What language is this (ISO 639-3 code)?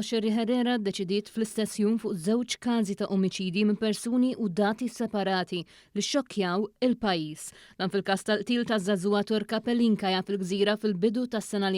mlt